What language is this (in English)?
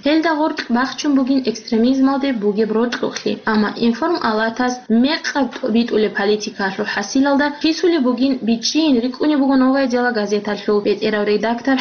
Avaric